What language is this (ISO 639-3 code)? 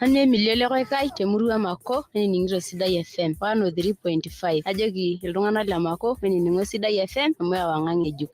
mas